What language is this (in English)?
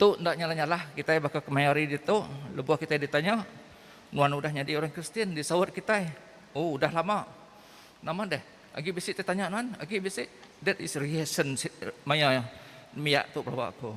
Iban